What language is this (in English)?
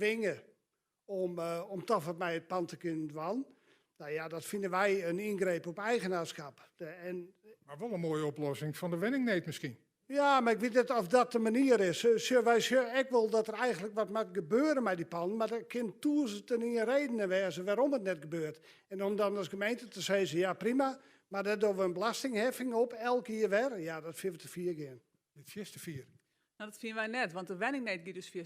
Western Frisian